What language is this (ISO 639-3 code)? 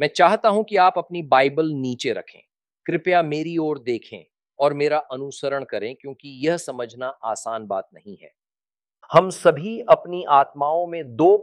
hin